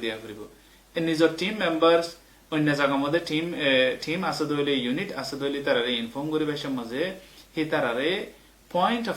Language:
Rohingya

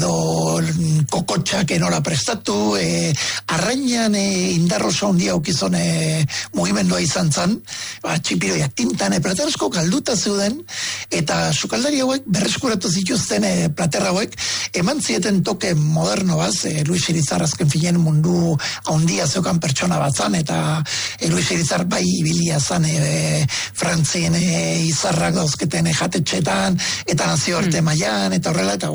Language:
Basque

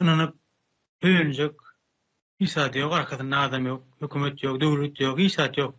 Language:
Turkmen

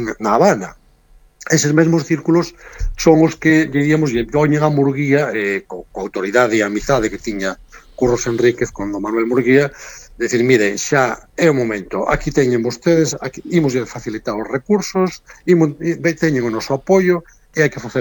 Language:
Galician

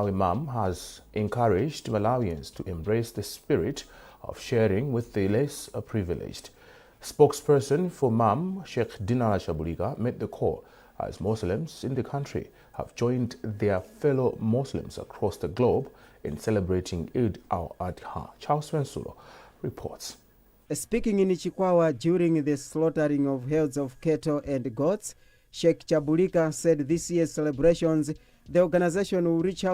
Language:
English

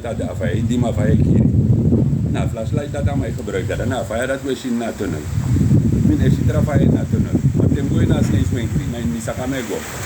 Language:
Sranan Tongo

